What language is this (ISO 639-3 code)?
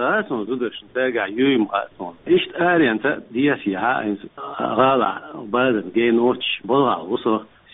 che